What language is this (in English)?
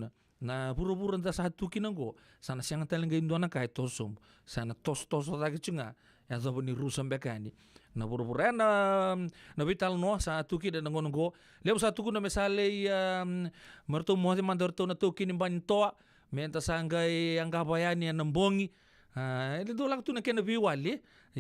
Fijian